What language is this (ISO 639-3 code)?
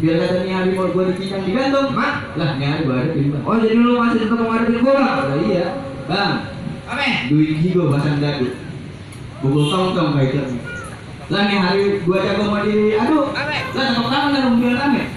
bew